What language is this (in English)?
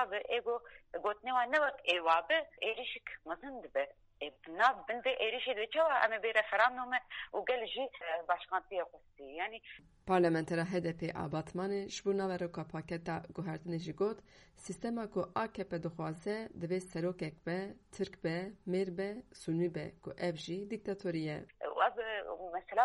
Kurdish